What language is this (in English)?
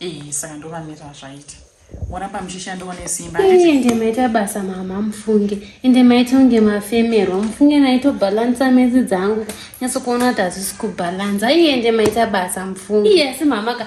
Shona